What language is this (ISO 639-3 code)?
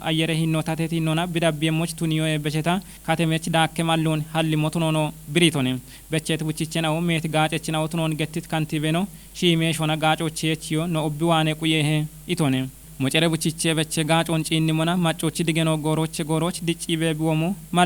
kbr